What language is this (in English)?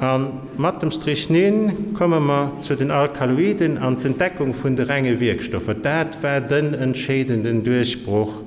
Luxembourgish